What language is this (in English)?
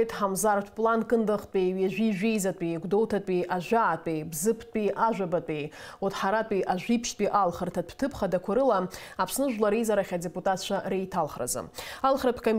Abkhazian